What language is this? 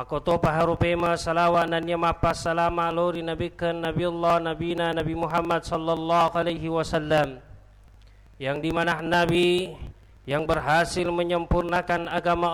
Buginese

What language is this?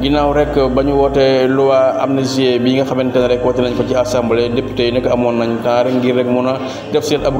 Wolof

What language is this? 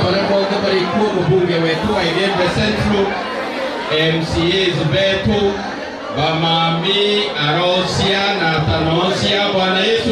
Meru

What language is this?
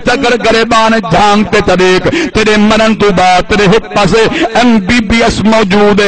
Saraiki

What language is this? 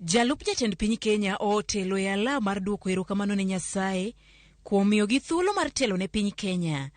Luo (Kenya and Tanzania)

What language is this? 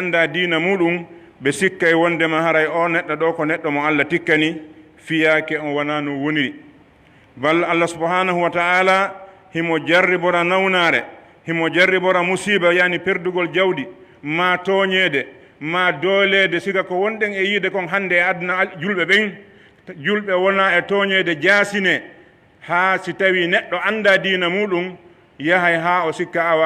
Pular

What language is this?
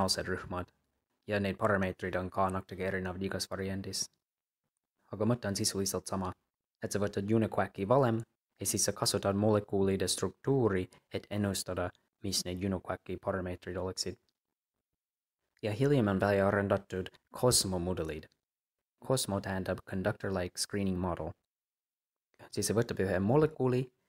Estonian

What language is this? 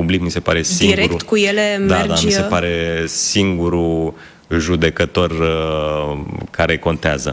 Romanian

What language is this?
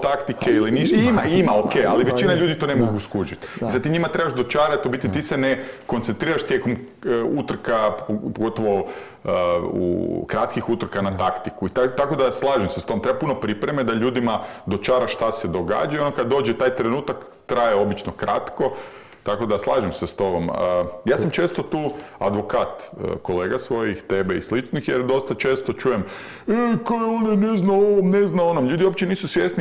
Croatian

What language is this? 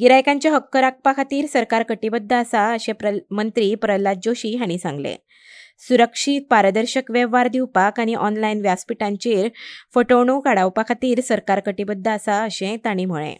Konkani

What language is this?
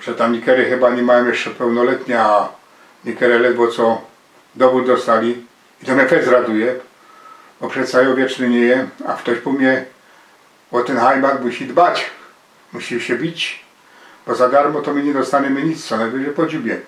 Silesian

